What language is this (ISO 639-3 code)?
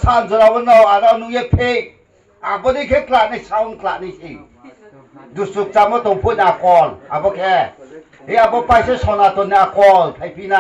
ria